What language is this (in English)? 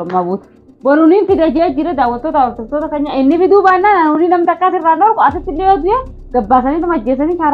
Oromo